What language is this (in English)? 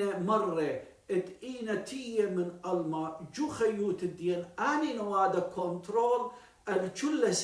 Assyrian Neo-Aramaic